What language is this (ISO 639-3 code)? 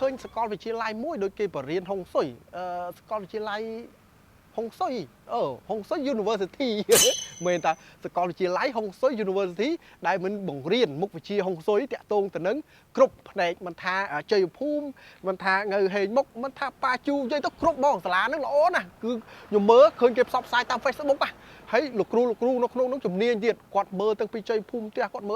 khm